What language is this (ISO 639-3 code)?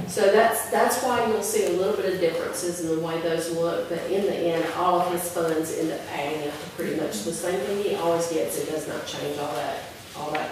eng